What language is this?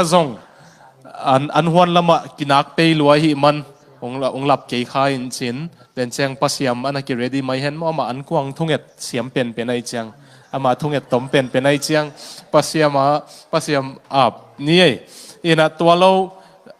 Tedim Chin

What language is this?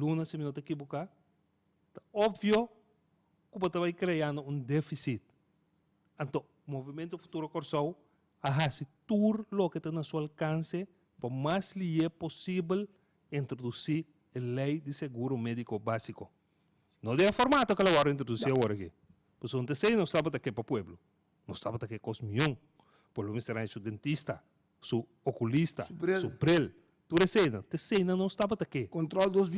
Papiamento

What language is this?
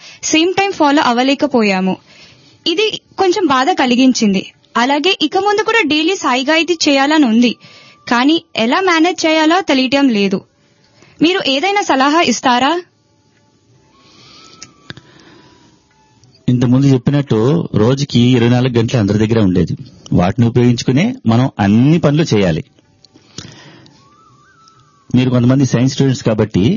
Telugu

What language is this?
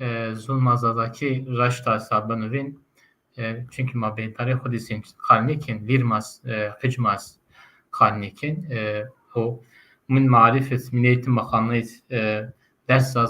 Zaza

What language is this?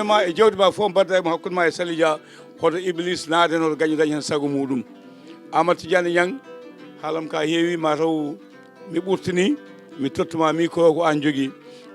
Fula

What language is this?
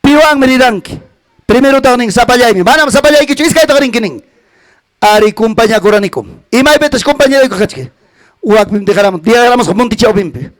Ayacucho Quechua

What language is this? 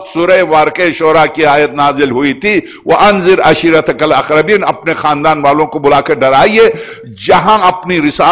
Urdu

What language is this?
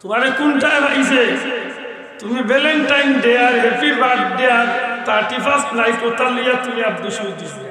Sylheti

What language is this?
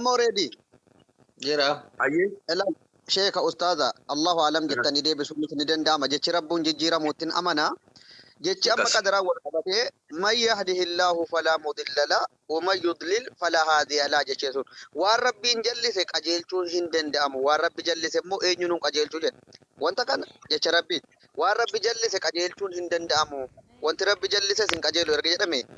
Oromo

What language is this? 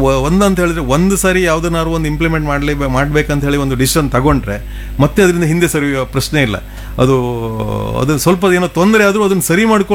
Kannada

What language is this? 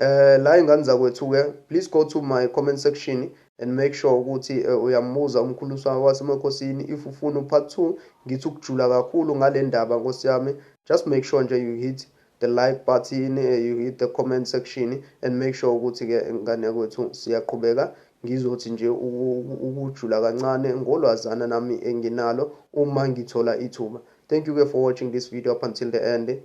Zulu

